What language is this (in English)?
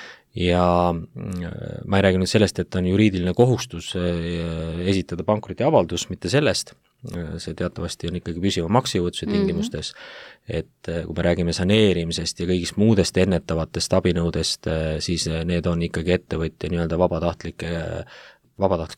Estonian